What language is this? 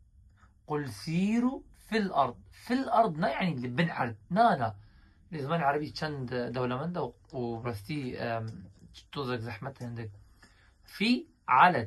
Kurdish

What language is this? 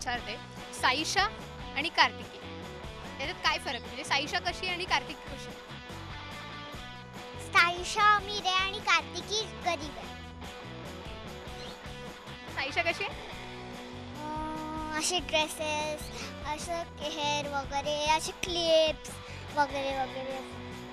Marathi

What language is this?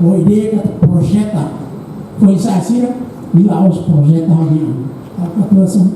Tetum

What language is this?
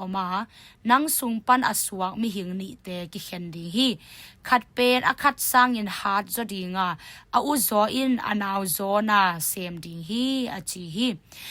Tedim Chin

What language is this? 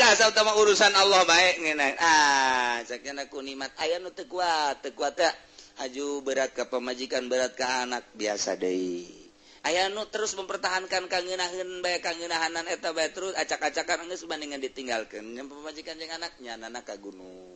Sundanese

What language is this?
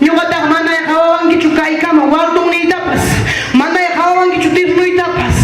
Ayacucho Quechua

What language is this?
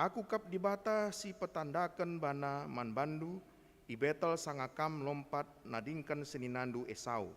Batak Karo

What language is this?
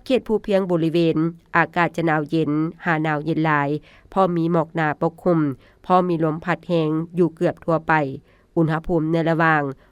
Lao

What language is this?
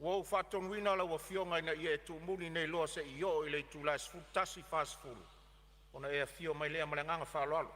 Samoan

